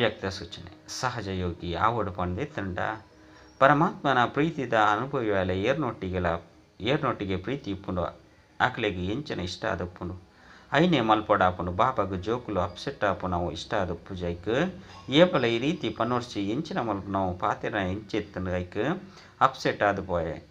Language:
Tulu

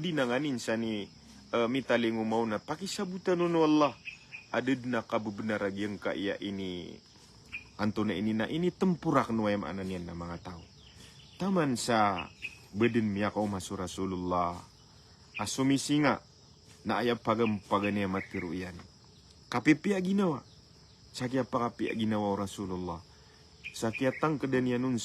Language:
Maranao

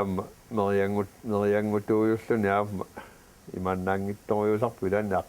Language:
Kalaallisut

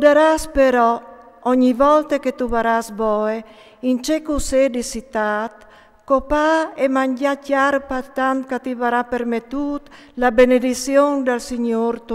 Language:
Friulian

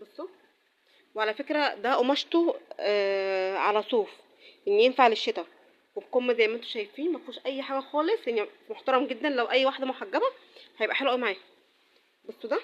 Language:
Egyptian Arabic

